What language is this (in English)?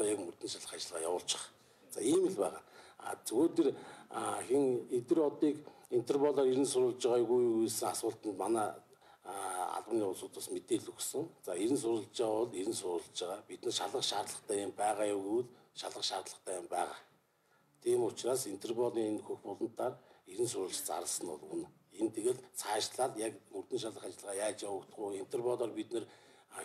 Mongolian